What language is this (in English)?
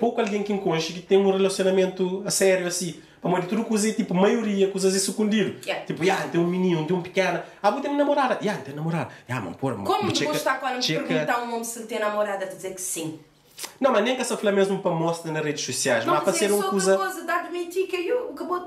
Kabuverdianu